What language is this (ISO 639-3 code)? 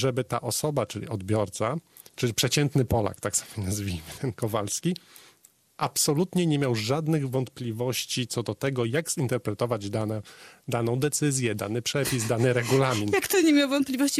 pol